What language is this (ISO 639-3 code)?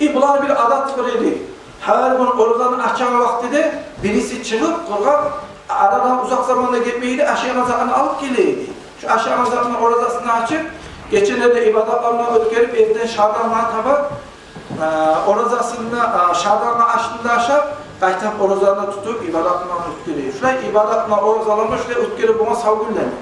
kum